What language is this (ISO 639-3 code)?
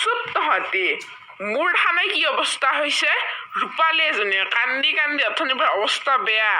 asm